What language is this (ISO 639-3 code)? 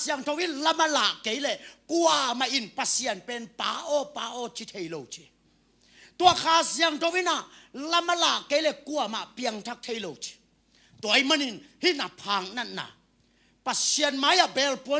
ctd